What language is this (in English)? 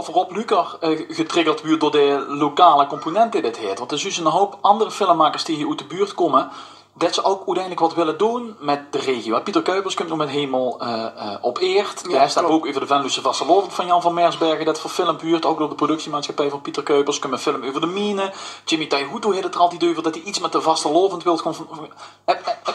Limburgish